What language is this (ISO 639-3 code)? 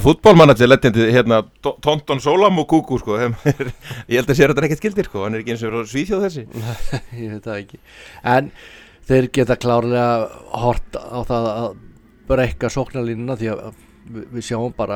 isl